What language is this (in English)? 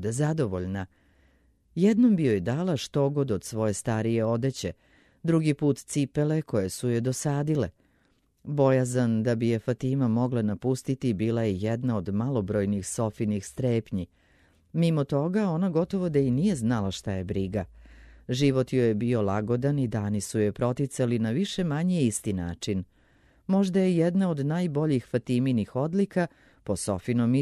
Serbian